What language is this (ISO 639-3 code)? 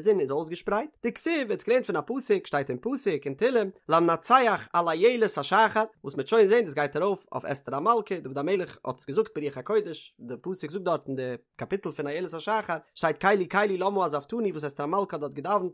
yid